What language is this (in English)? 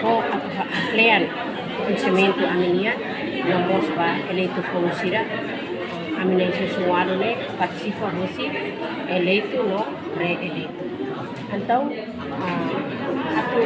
Tetum